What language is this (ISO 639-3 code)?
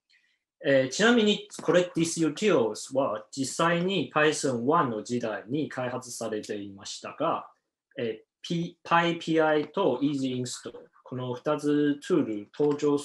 jpn